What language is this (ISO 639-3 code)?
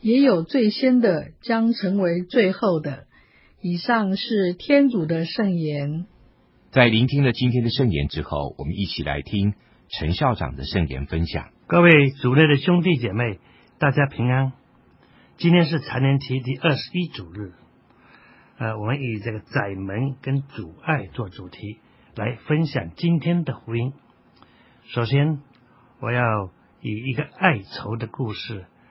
zho